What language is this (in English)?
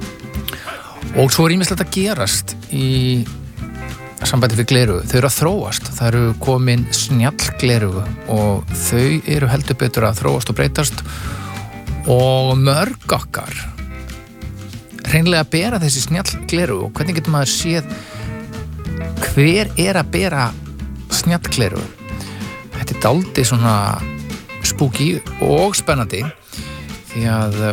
Icelandic